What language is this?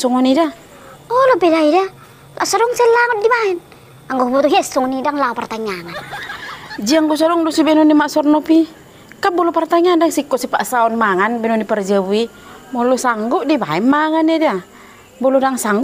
Batak Toba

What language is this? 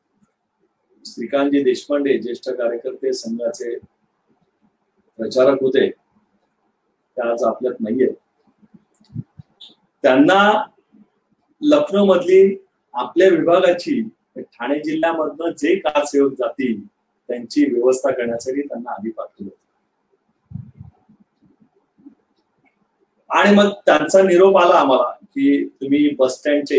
Marathi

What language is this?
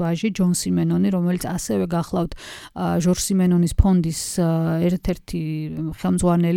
Georgian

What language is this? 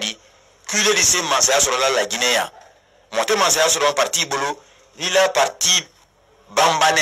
Bambara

